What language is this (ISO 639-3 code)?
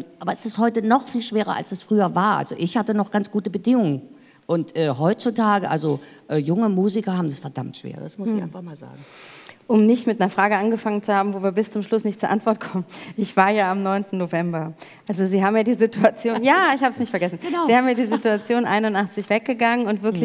deu